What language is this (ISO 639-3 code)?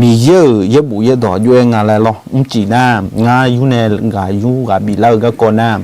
ahk